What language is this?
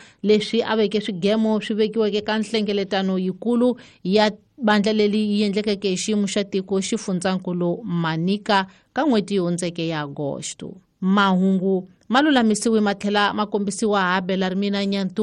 Tsonga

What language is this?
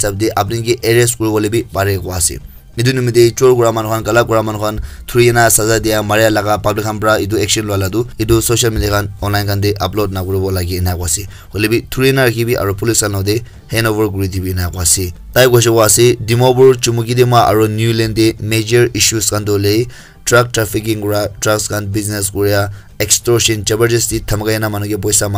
Naga Pidgin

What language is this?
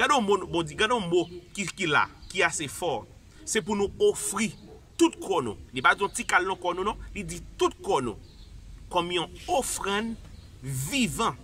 Haitian Creole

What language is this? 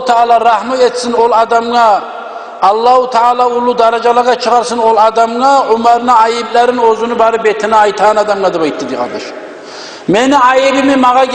Kumyk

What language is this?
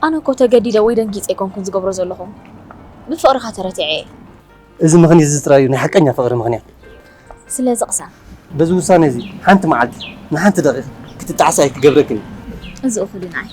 Tigrinya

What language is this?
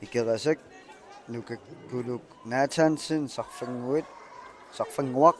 Kalaallisut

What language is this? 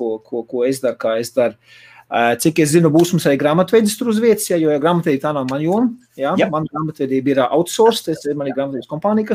Latvian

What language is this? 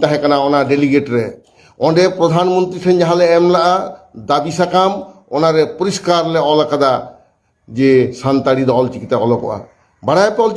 Santali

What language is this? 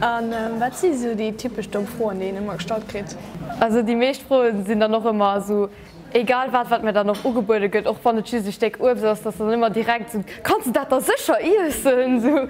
Luxembourgish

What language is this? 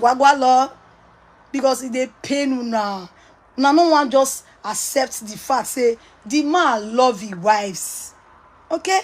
Nigerian Pidgin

